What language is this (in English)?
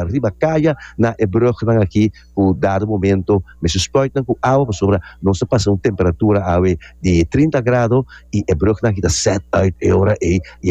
Papiamento